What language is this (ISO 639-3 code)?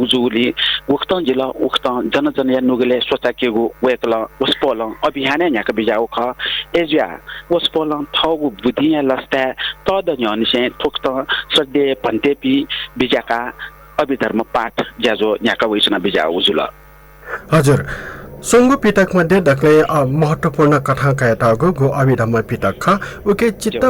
new